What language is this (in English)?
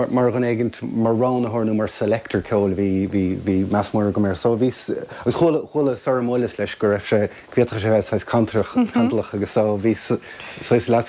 Irish